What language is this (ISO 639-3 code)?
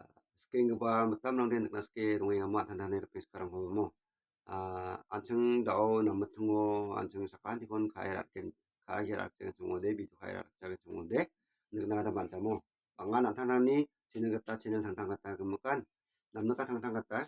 grt